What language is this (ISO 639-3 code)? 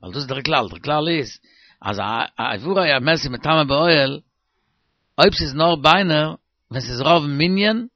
yid